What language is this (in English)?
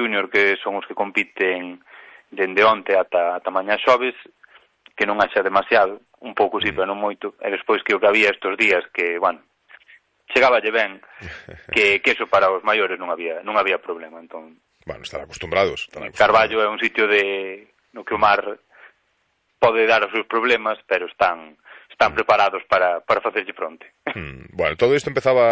Galician